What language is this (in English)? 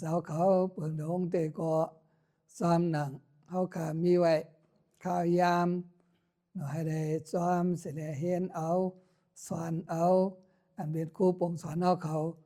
Shan